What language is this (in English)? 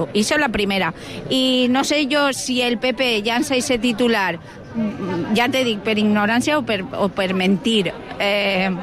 Catalan